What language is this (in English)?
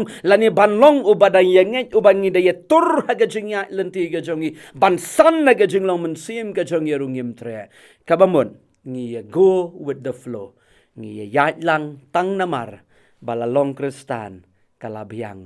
Khasi